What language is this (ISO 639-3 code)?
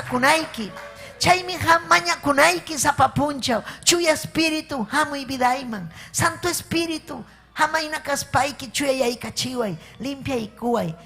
quy